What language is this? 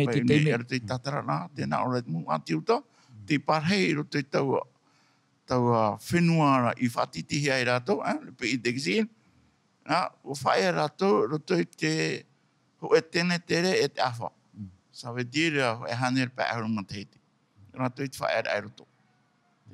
Tahitian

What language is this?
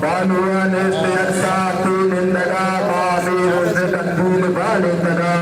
Eastern Balochi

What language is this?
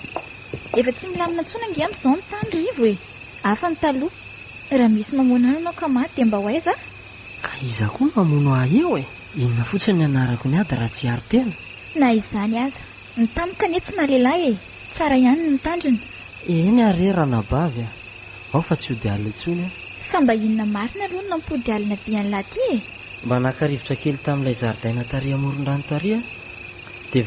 Malagasy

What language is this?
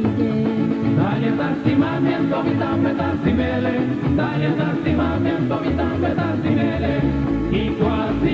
Papiamento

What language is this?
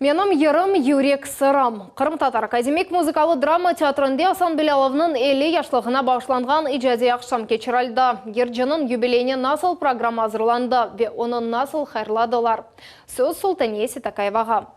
Crimean Tatar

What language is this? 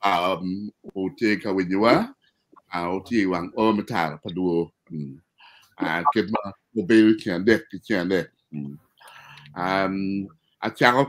Acoli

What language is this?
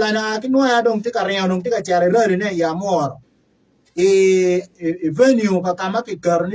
Acoli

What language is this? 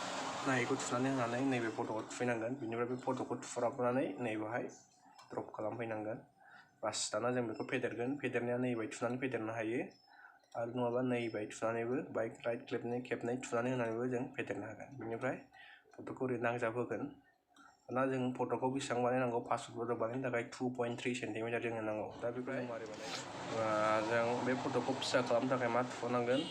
Bodo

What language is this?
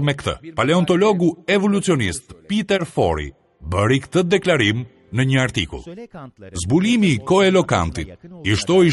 Albanian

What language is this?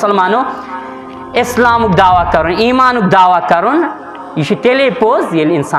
Kashmiri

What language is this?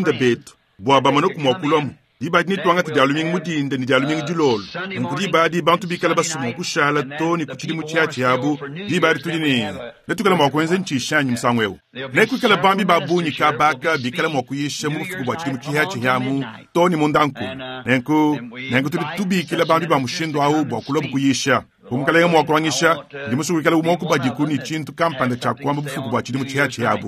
Luba-Lulua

